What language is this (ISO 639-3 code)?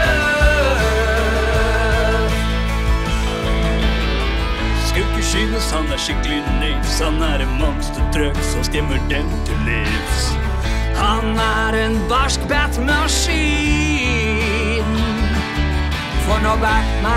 nor